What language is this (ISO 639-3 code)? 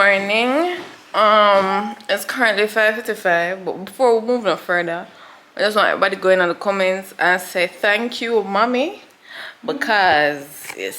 jam